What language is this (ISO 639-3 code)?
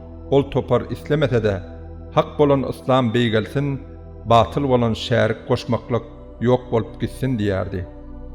tuk